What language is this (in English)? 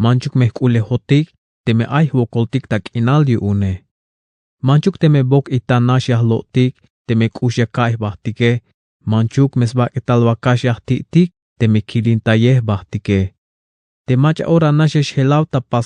Tzeltal